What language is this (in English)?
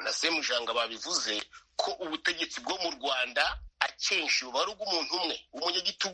Kinyarwanda